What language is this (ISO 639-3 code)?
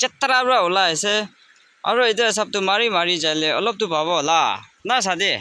nag